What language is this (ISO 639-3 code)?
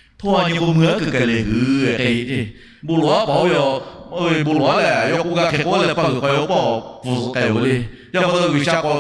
lhu